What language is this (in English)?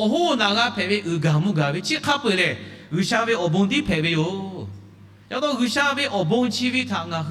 Lahu